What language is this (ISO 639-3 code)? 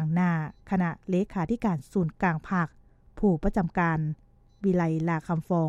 lao